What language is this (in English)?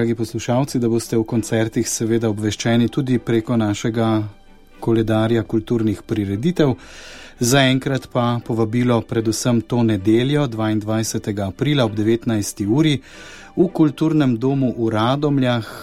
Slovenian